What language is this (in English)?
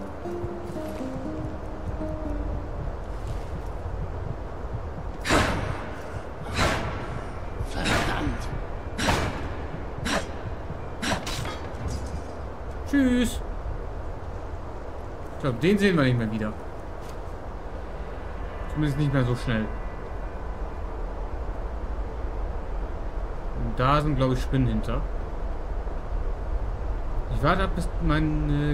German